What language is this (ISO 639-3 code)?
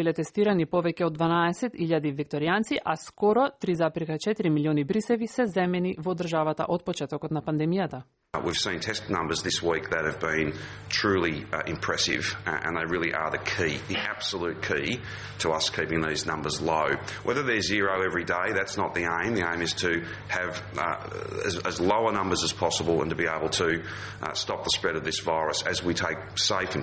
mkd